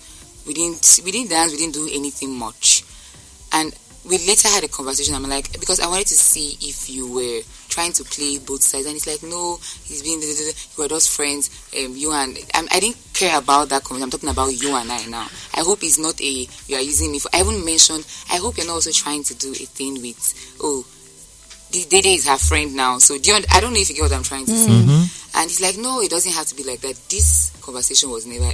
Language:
Nigerian Pidgin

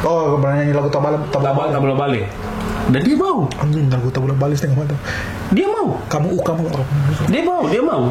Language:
Ambonese Malay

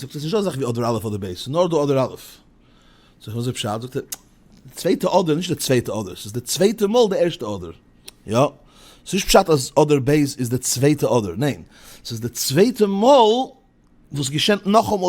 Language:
Yiddish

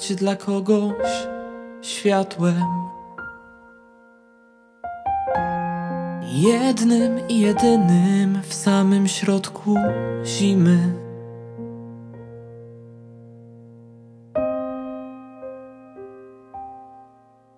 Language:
Polish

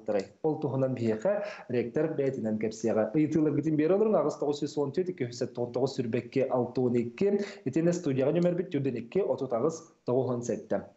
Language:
Yakut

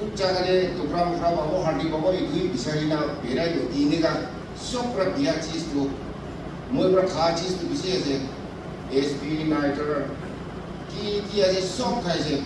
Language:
Naga Pidgin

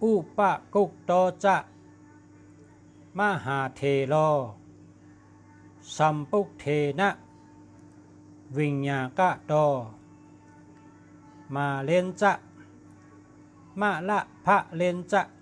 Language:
Shan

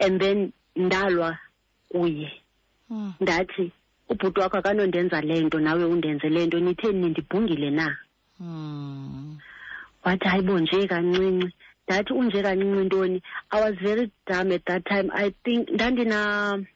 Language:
Xhosa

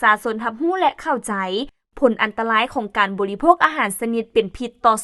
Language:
Lao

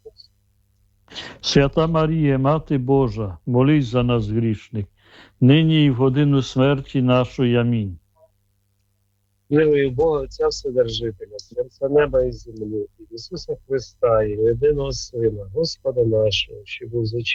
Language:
Ukrainian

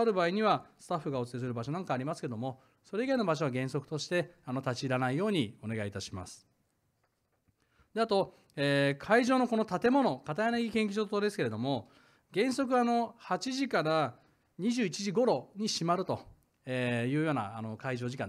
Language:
Japanese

